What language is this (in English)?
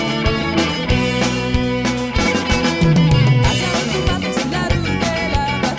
Basque